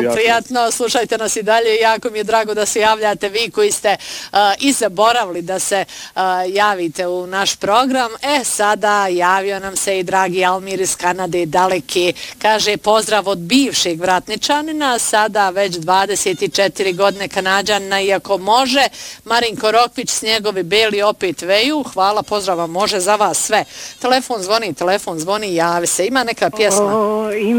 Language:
Bosnian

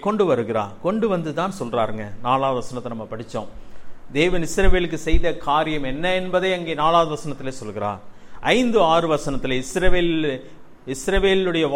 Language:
Tamil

